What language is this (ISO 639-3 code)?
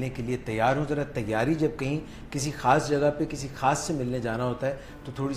urd